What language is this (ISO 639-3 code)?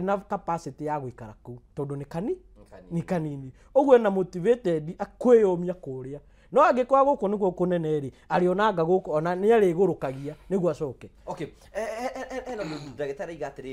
kik